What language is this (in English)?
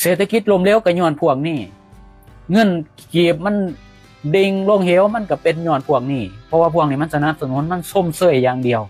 Lao